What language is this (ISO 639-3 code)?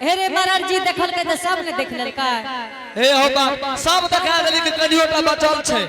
anp